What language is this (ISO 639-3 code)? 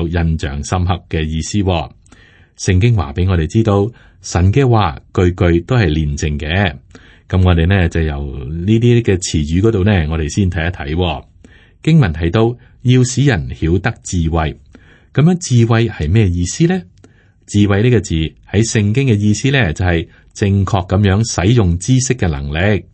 yue